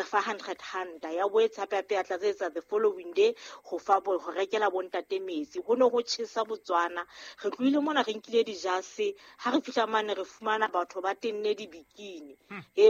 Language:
Southern Sotho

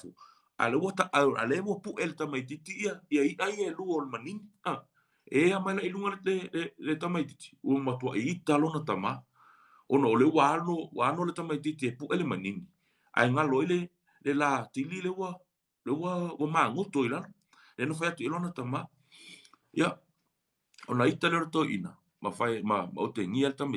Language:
Samoan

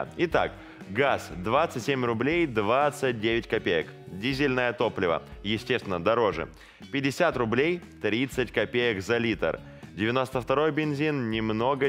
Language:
Russian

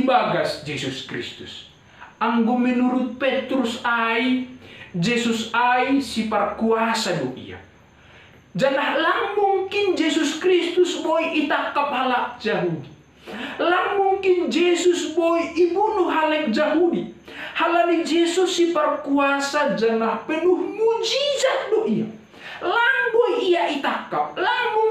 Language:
Batak Simalungun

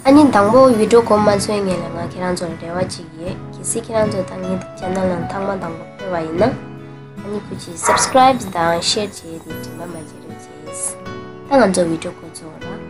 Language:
Tibetan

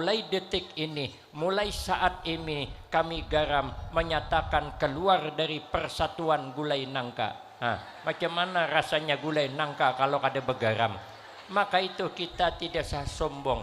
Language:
Banjar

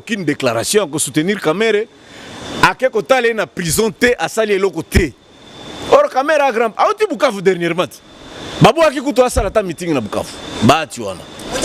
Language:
Lingala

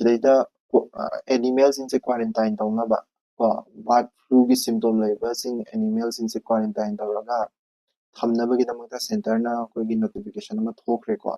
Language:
Manipuri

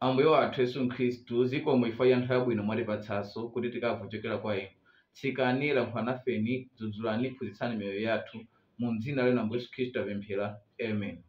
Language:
Nyanja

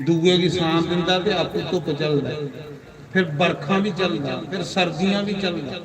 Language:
Dogri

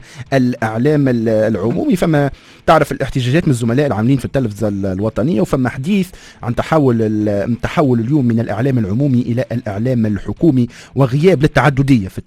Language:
Tunisian Arabic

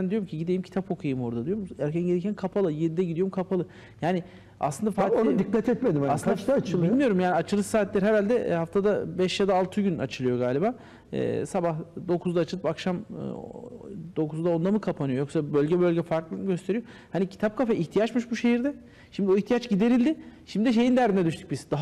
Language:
Turkish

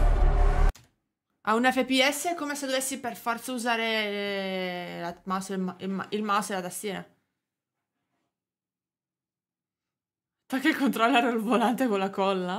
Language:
Italian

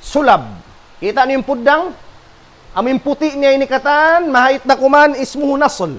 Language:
Tausug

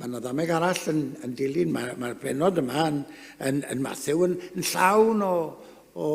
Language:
Welsh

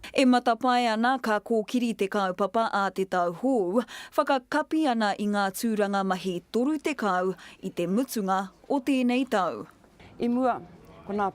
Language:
Māori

